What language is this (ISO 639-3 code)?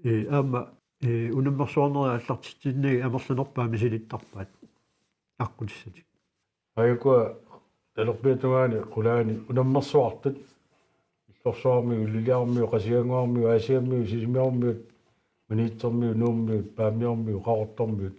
kal